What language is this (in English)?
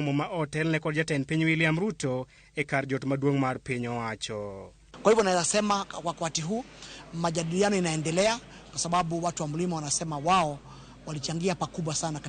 Luo (Kenya and Tanzania)